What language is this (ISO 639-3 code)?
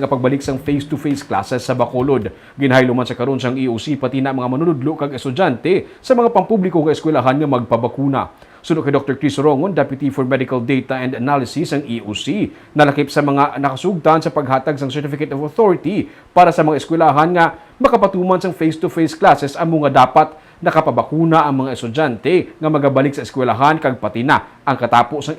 hil